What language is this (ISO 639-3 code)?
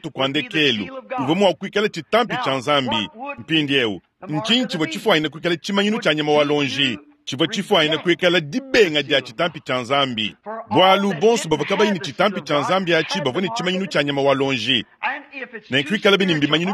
lua